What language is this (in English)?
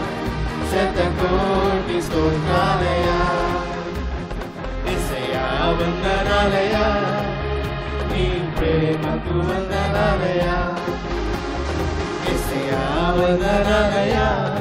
Telugu